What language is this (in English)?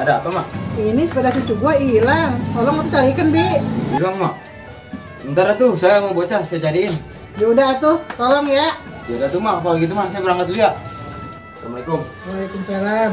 Betawi